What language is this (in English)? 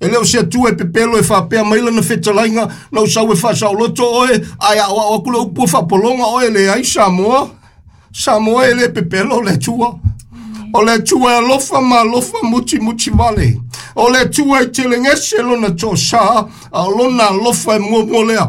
Samoan